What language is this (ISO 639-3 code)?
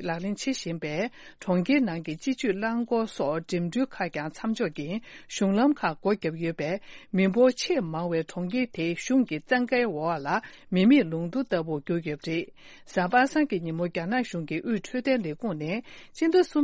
bod